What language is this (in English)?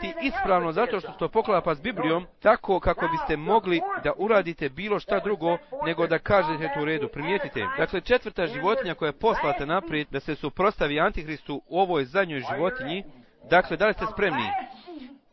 Bosnian